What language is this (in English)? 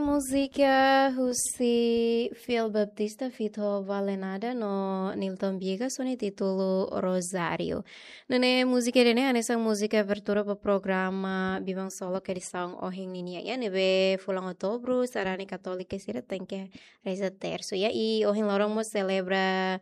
Tetum